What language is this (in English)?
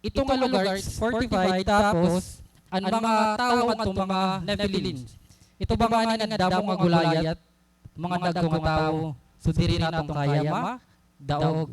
Waray